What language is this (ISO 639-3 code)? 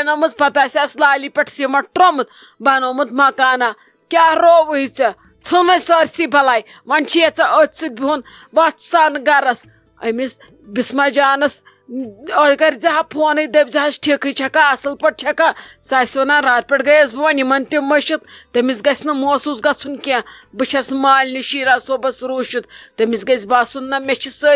kas